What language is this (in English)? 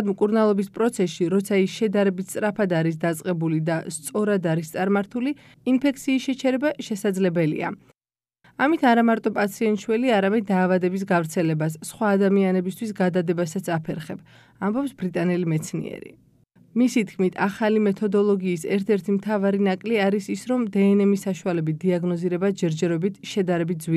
Georgian